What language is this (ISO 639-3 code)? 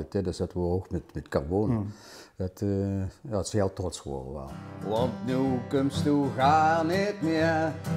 lim